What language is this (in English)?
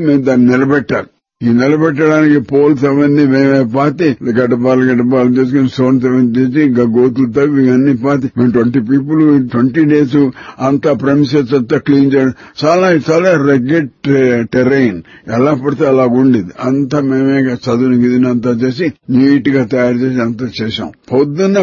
Telugu